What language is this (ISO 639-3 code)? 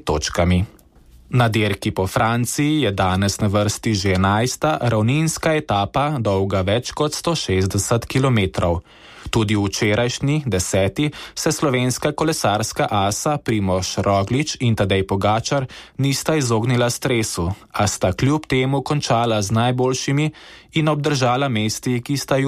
slv